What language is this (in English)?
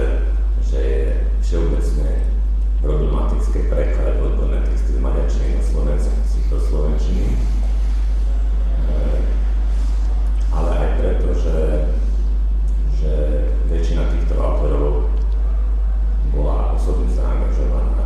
Slovak